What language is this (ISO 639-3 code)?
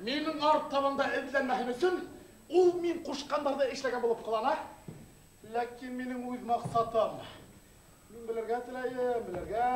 bak